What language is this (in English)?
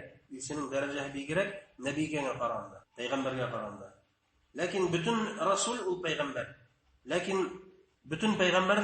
Bashkir